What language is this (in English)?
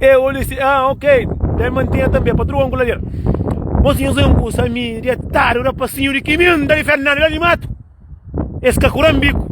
Kabuverdianu